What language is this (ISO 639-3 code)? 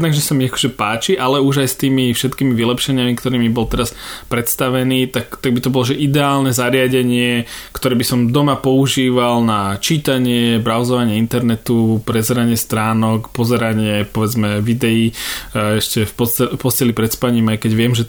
slk